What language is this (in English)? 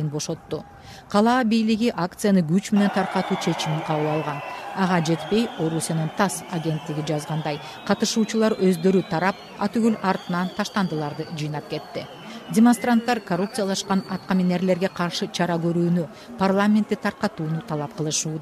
Kyrgyz